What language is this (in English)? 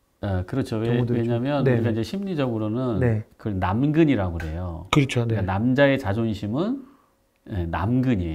Korean